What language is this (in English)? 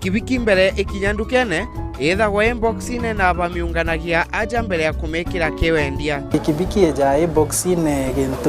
Meru